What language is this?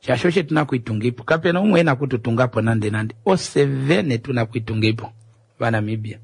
Kuanyama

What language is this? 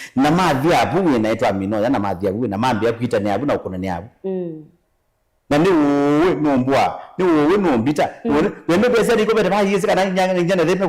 Kamba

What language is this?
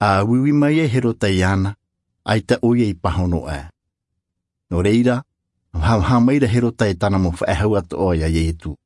Tahitian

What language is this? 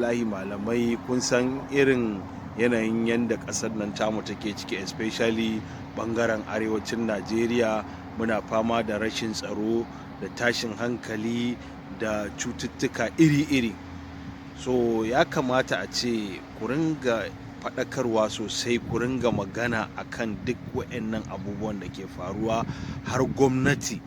Hausa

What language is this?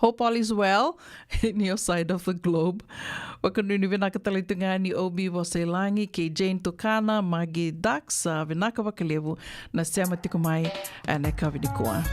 Fijian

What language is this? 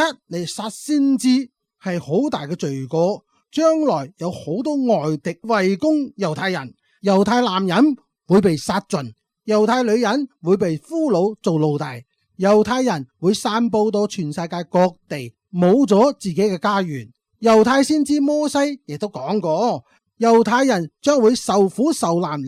Cantonese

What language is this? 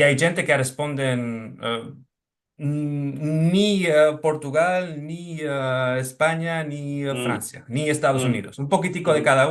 Ladino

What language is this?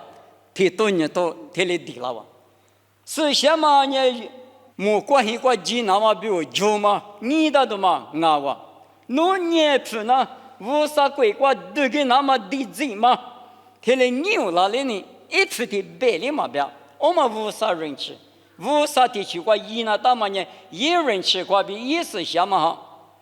Lisu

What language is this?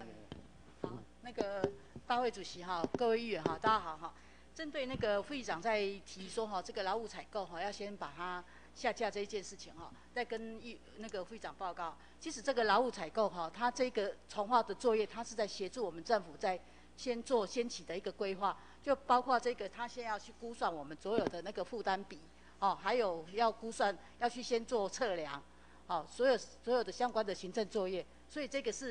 Chinese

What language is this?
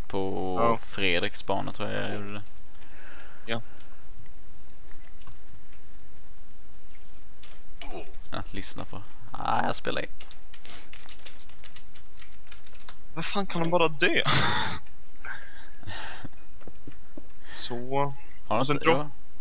Swedish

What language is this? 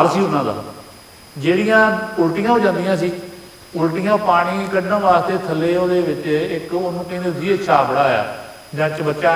Punjabi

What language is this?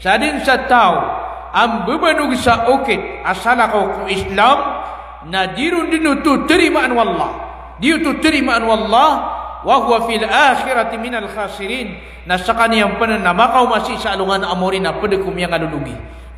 Maranao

